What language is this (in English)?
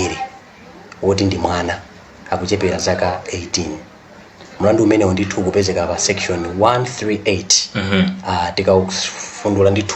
Nyanja